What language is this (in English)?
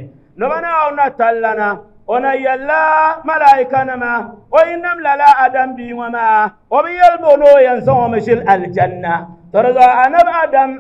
Dagbani